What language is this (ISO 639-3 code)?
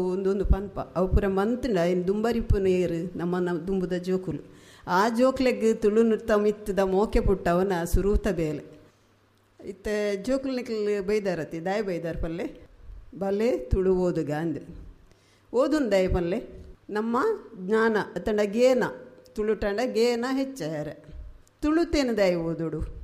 tcy